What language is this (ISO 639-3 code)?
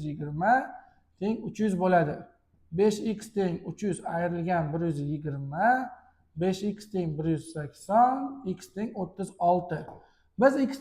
uzb